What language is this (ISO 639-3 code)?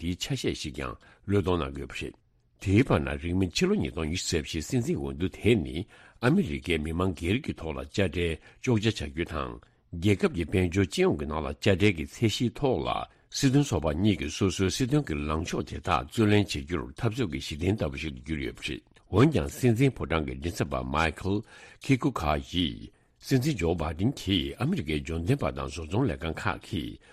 bod